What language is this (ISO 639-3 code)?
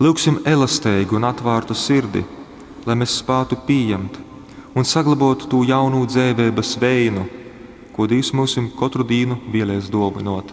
ltg